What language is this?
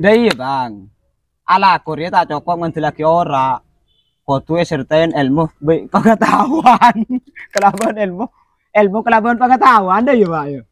Madurese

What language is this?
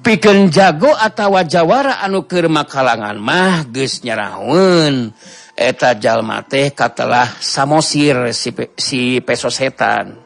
Sundanese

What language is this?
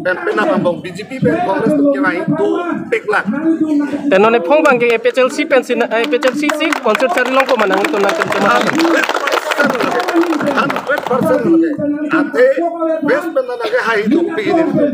Karbi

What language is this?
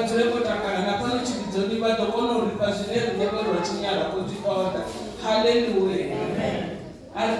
Venda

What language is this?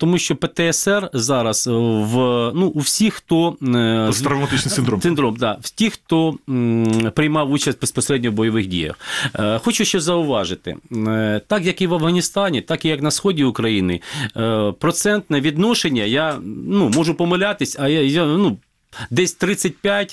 Ukrainian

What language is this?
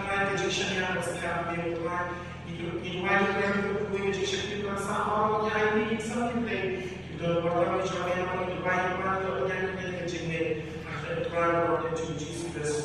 Khasi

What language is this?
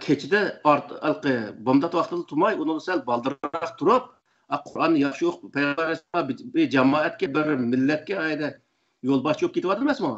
Uyghur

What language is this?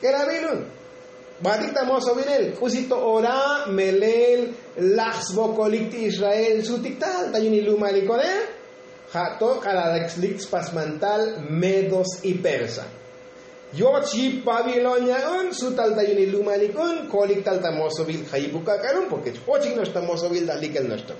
Tzotzil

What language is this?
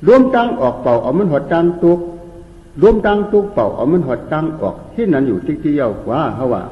Shan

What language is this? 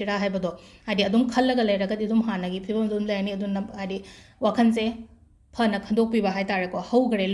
Manipuri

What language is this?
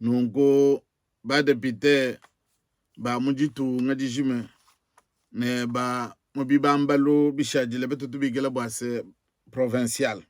Luba-Lulua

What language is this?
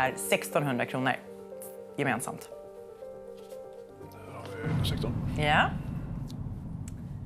Swedish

